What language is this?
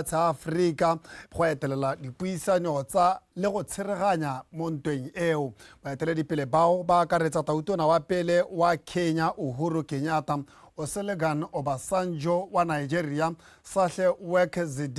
Tswana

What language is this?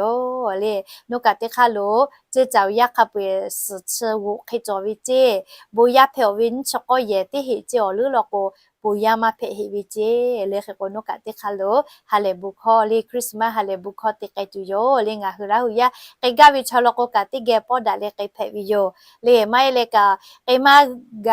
Lahu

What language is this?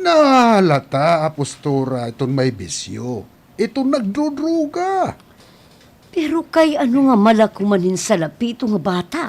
Waray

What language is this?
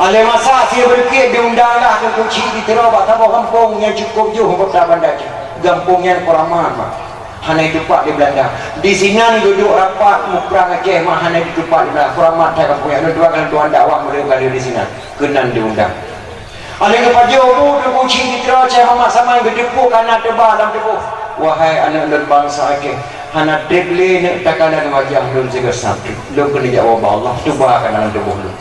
Achinese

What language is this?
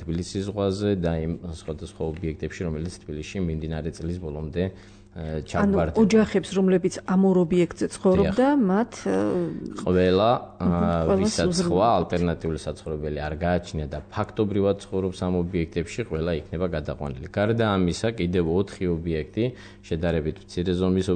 Georgian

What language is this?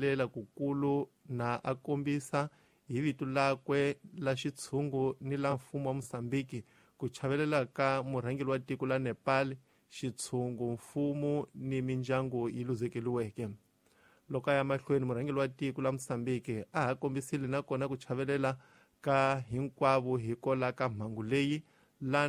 Tsonga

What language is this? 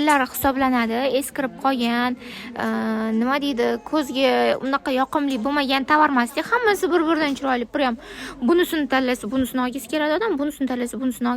Uzbek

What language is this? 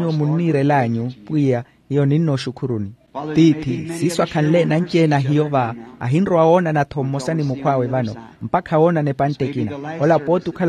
Makhuwa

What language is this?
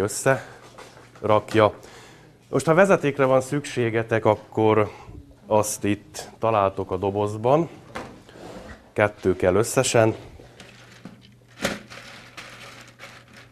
Hungarian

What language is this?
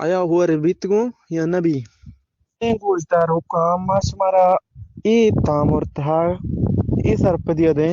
Eastern Balochi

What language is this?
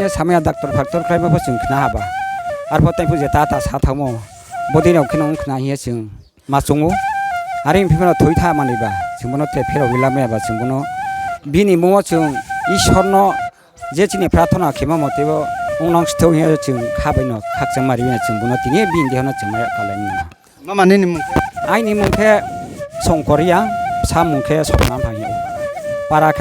Riang (India)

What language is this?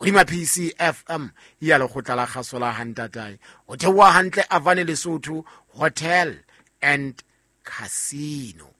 Southern Sotho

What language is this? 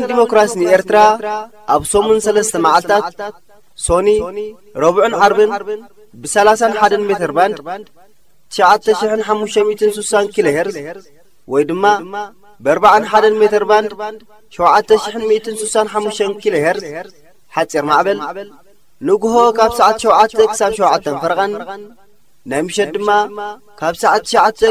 Tigrinya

